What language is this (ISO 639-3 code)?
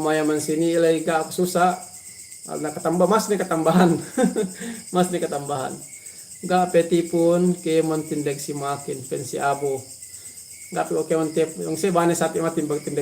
yka